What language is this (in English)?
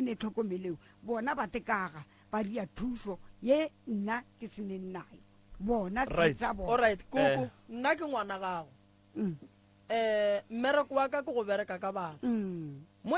Northern Sotho